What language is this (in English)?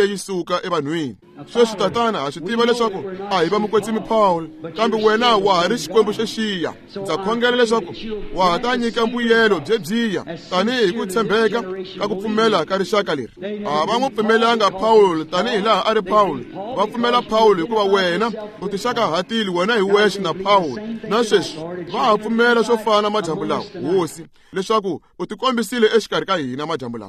Tsonga